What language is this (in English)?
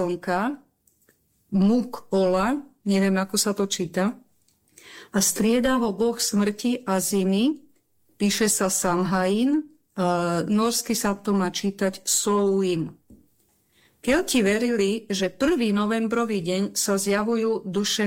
Slovak